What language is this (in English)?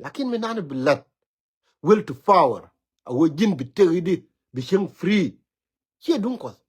Nuer